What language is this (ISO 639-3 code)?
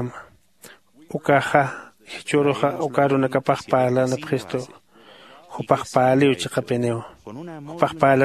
aym